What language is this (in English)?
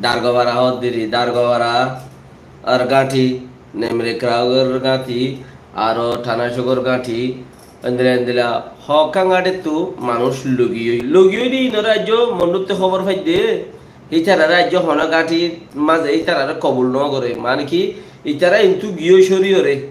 Rohingya